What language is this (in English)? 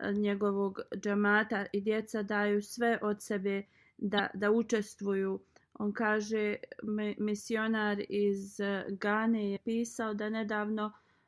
Bosnian